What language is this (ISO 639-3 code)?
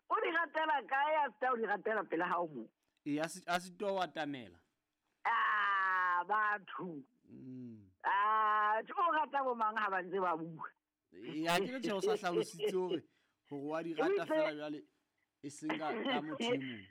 sot